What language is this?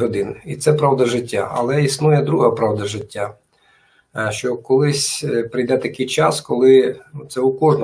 Ukrainian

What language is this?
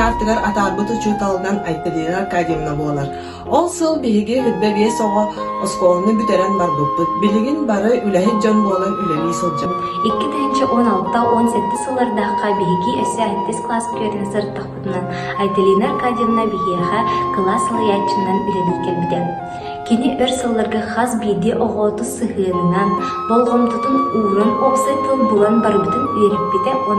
Yakut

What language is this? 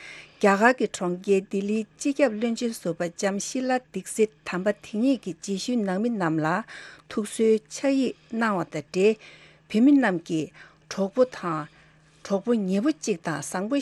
Tibetan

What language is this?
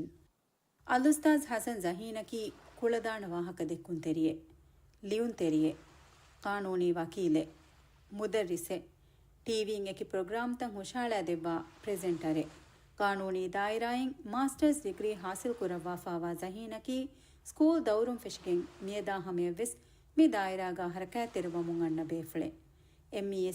Divehi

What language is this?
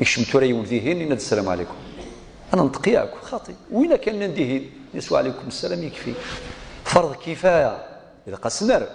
Kabyle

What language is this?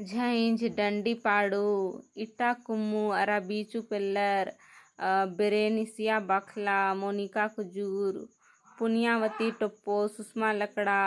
Kurukh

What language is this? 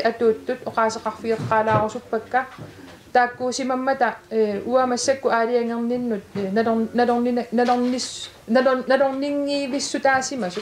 Kalaallisut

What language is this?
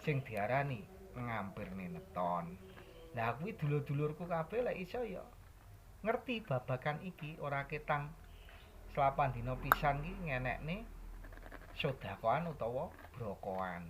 Javanese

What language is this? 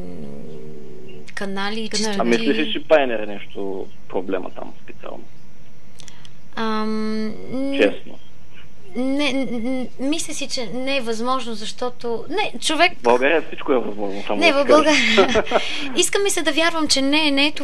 Bulgarian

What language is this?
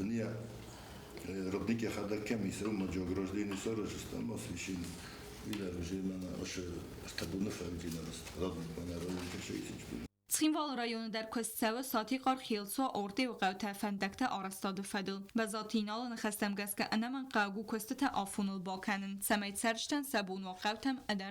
Ossetic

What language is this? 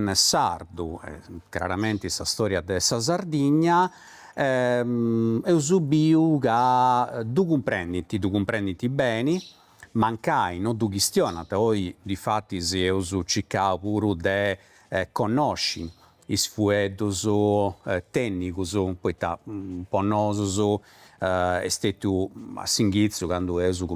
Sardinian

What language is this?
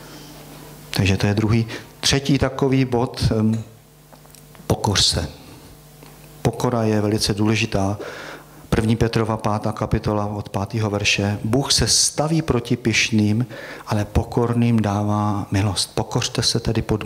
Czech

